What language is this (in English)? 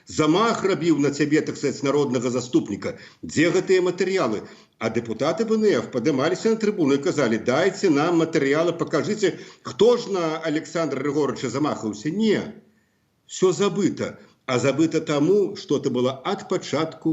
Belarusian